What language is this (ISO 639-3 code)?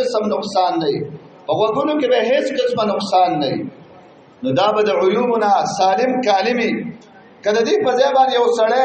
pus